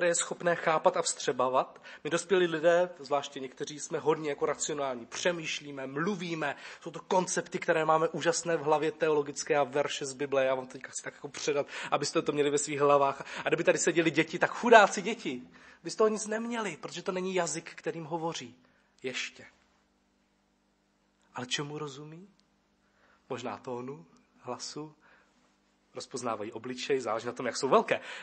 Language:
Czech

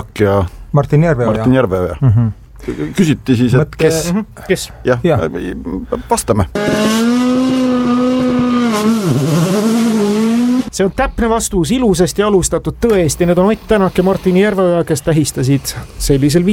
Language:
Estonian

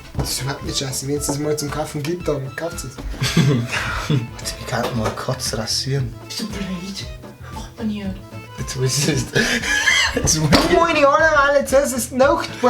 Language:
Bavarian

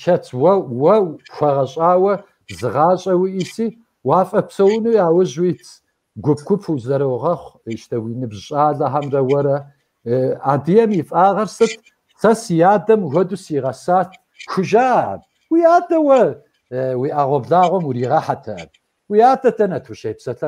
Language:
Kabardian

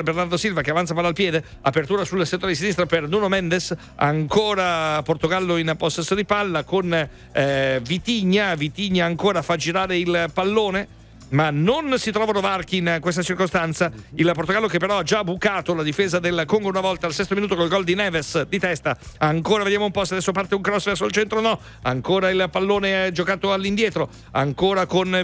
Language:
Italian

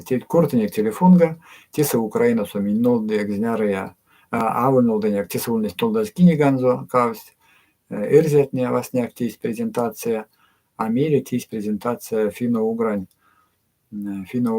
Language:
Erzya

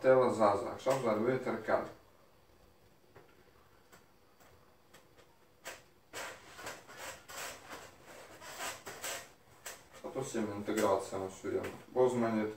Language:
Hebrew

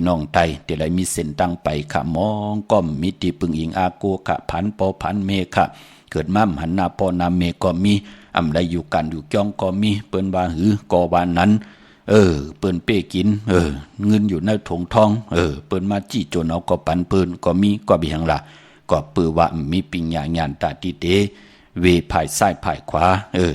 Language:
Shan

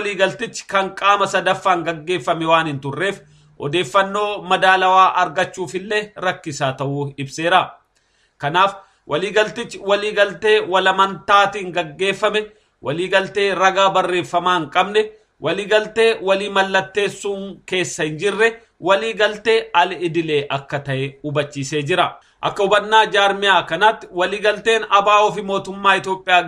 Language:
Oromo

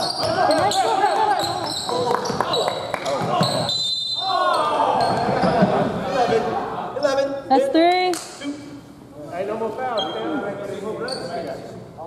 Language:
English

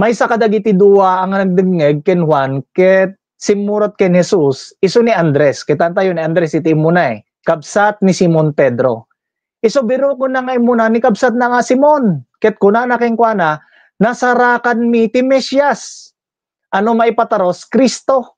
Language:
Iloko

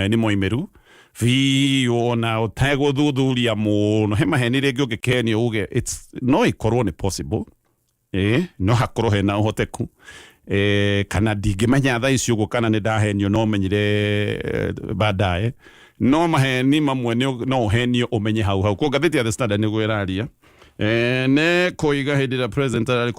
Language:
Kikuyu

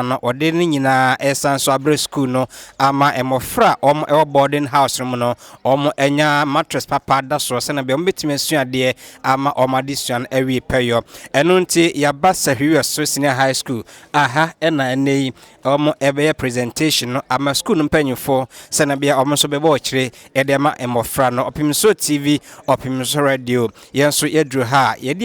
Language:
Akan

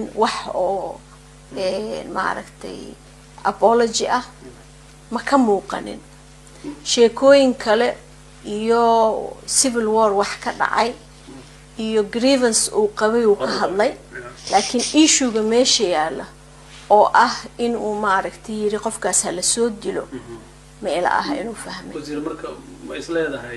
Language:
Somali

